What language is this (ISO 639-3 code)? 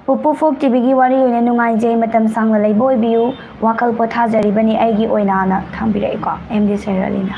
mni